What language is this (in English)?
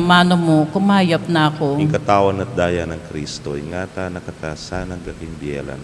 Pampanga